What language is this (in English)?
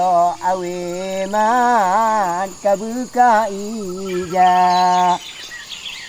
Achinese